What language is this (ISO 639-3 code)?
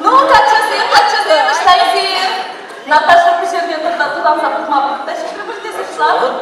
chv